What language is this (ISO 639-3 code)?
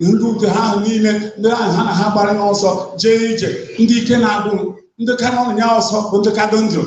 ibo